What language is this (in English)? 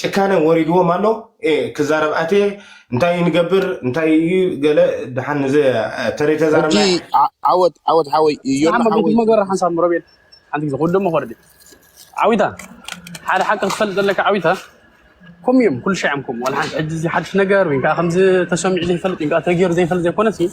Tigrinya